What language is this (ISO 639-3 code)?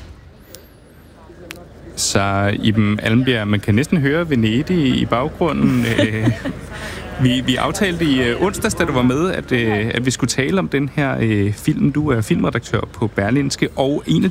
dan